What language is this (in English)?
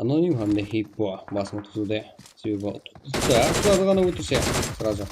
Kara-Kalpak